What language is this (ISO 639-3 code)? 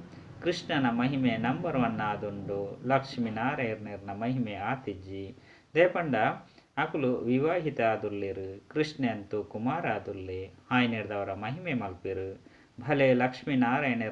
tcy